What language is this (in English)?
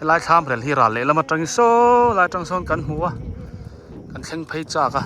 Biete